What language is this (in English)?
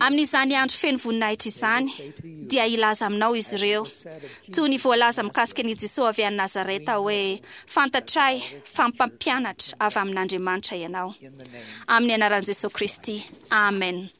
Malagasy